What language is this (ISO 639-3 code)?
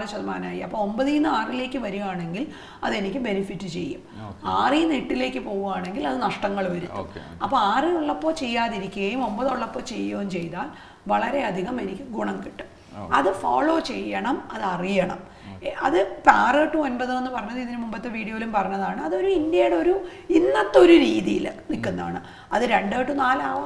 mal